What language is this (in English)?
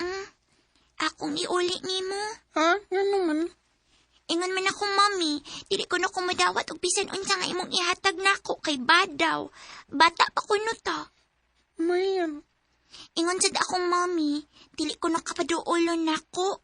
Cebuano